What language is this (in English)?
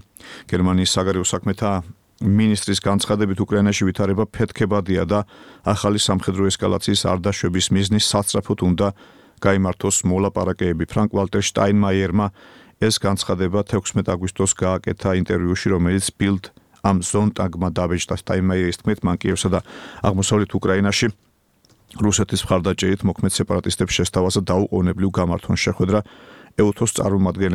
Georgian